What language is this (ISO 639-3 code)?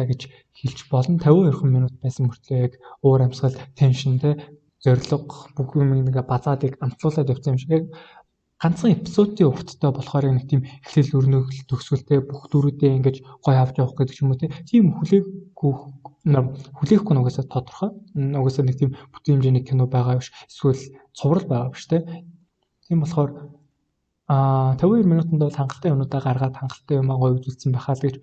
mon